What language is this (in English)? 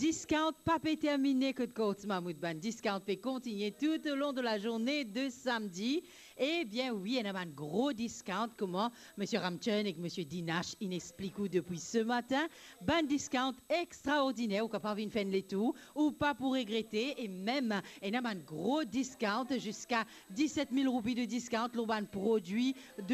Morisyen